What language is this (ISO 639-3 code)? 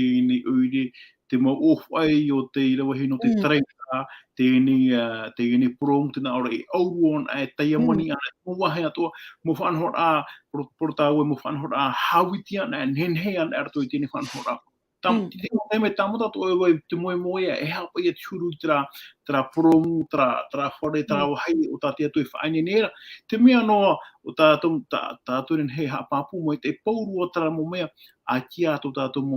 tah